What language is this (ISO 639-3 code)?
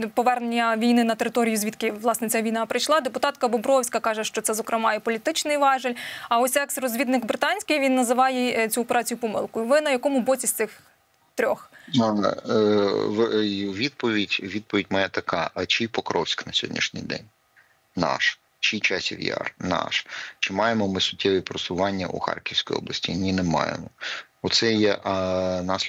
ukr